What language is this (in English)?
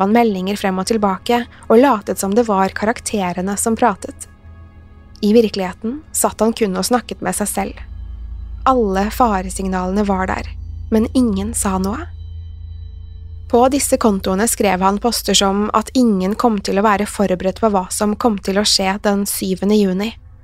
Norwegian